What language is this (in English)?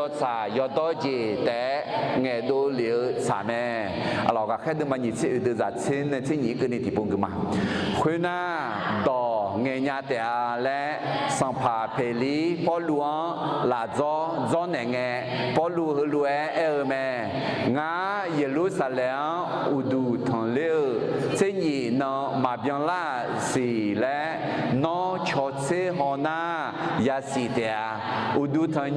Akha